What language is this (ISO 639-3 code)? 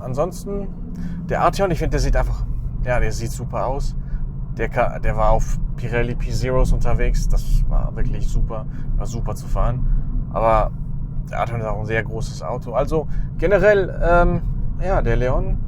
gsw